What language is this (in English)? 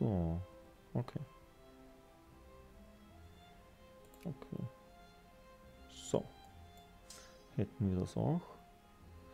German